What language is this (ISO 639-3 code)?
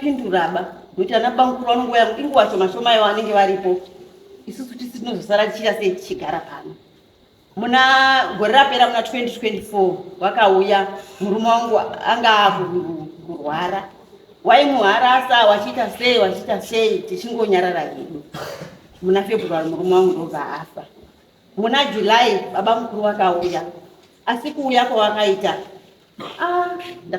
sna